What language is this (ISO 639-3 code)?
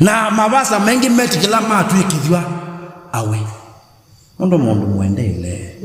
kam